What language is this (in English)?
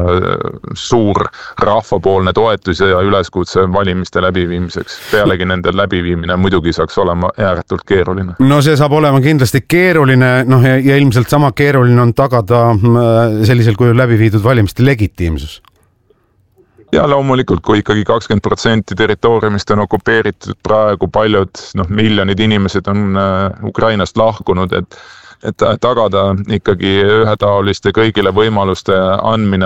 Estonian